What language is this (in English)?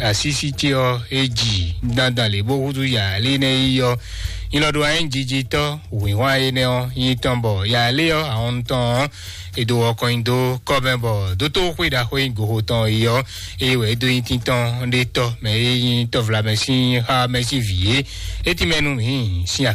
Fon